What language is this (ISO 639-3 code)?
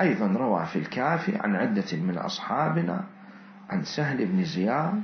acm